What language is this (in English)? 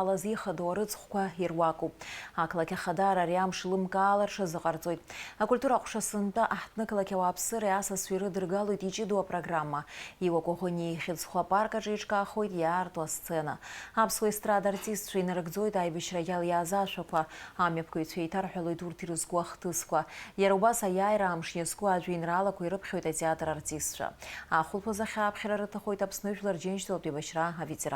Abkhazian